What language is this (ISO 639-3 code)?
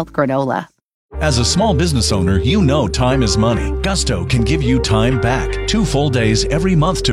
eng